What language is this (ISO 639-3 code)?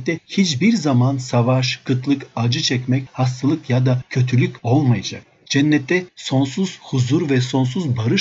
tur